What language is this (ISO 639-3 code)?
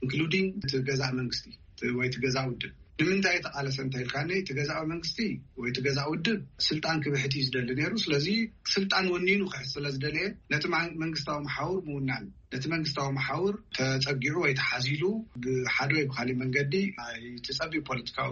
tir